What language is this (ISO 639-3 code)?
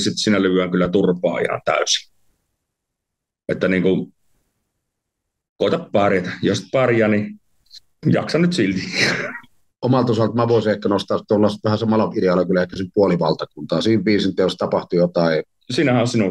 fin